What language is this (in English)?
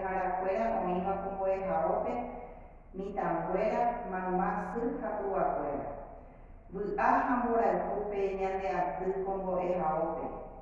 Guarani